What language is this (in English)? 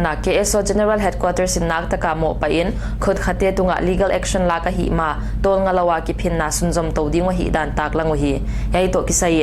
Paite Chin